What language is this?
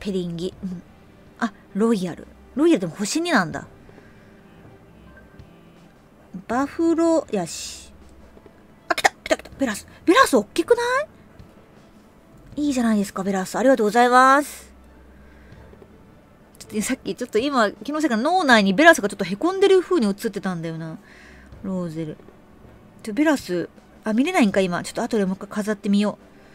Japanese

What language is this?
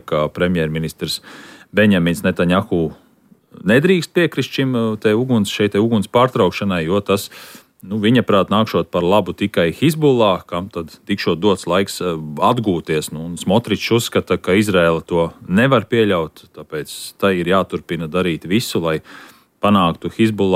Latvian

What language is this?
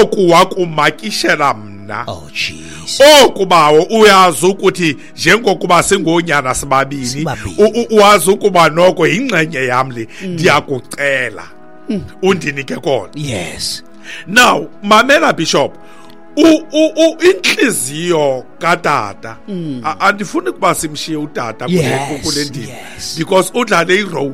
Xhosa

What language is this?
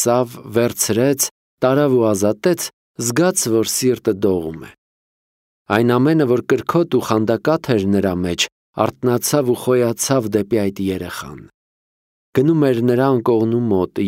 Armenian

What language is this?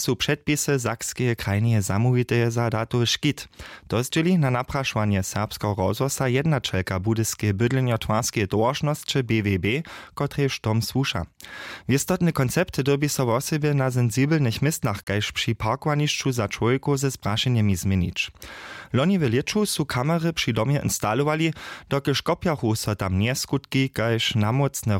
Upper Sorbian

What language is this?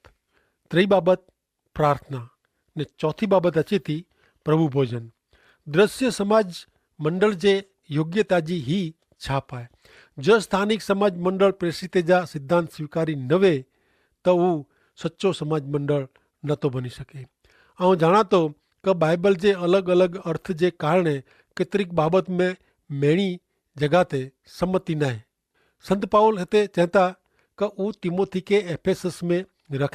Kachhi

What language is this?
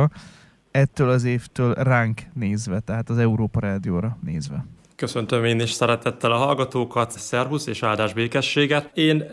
Hungarian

